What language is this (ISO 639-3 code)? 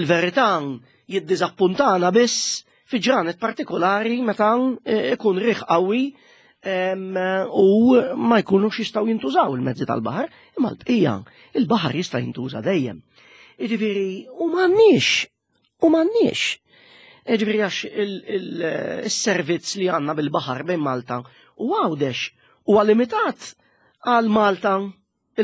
mlt